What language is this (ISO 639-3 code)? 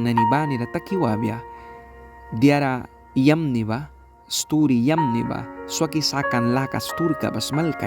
miq